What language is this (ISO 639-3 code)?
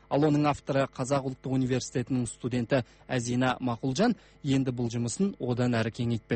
kaz